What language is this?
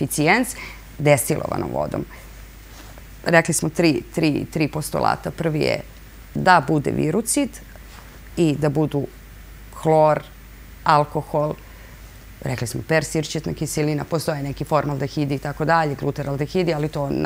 Serbian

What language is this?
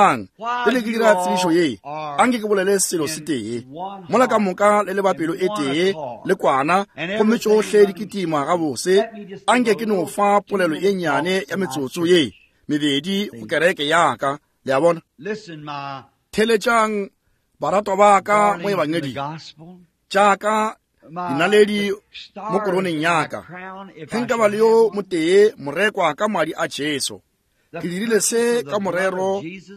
Northern Sotho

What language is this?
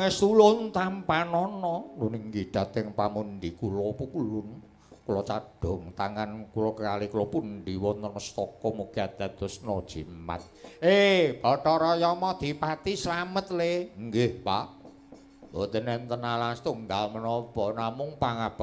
Javanese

